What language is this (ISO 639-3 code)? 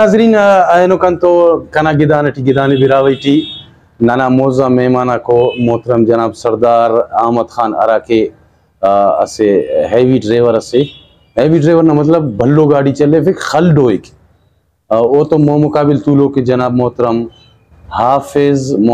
brh